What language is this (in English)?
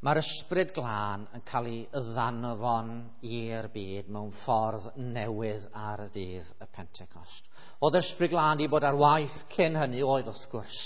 Welsh